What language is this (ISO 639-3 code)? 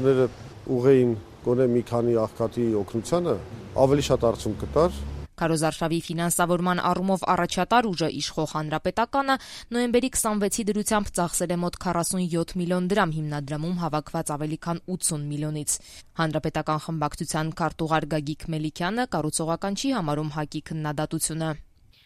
hye